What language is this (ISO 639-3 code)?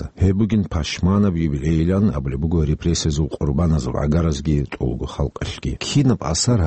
ava